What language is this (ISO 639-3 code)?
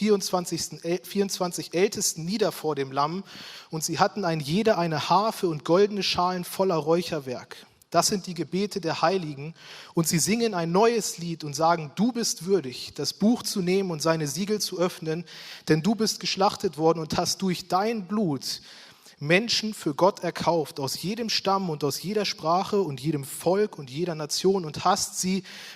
gsw